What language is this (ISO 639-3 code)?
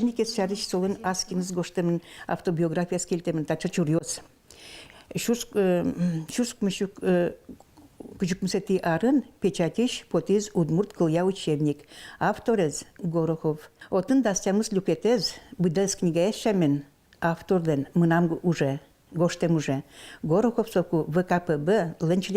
udm